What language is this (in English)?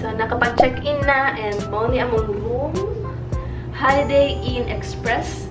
Cebuano